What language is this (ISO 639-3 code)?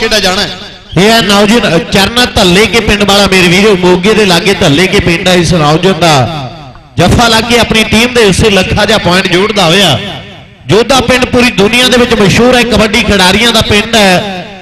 pan